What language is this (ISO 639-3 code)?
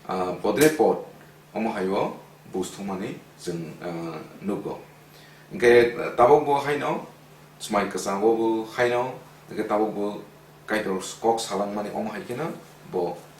trp